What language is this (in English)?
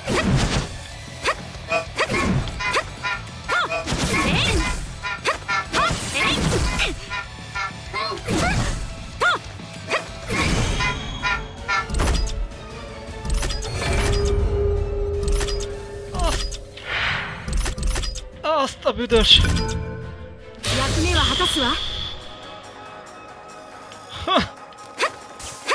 Japanese